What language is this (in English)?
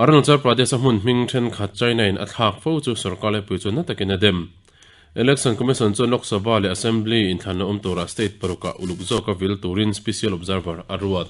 Mizo